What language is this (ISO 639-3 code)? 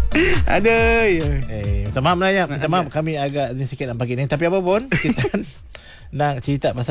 msa